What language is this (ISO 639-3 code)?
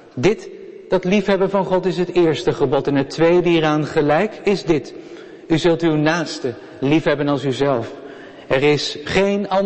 nld